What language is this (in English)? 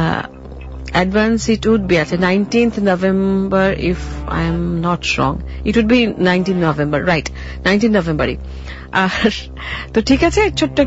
Bangla